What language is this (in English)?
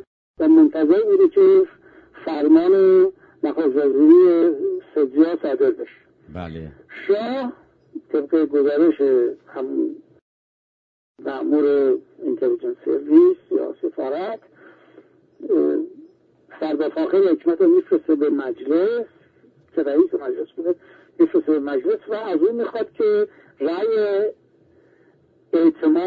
Persian